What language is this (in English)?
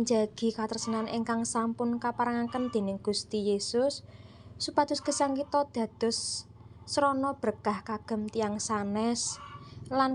Javanese